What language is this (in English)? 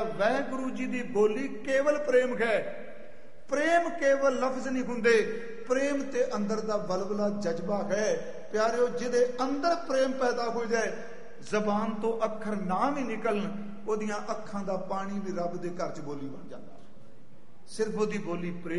Punjabi